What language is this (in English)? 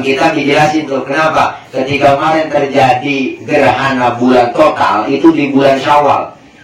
Betawi